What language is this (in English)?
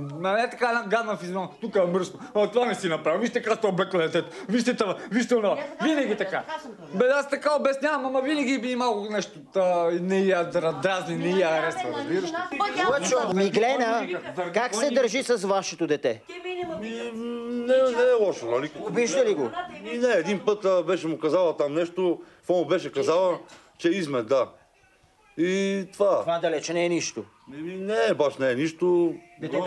Bulgarian